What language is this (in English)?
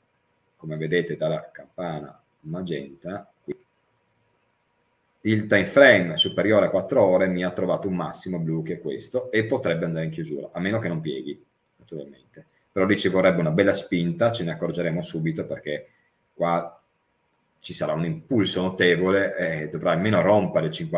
Italian